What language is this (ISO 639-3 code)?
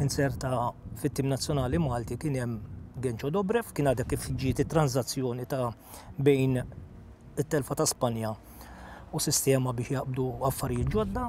mlt